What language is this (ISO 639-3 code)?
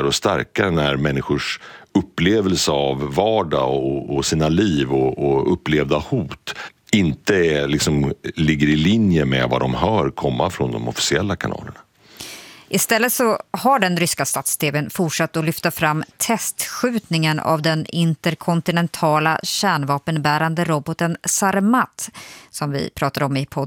swe